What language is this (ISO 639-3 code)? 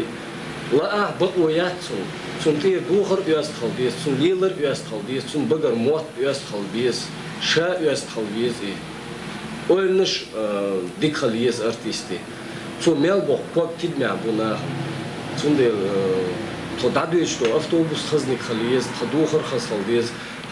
che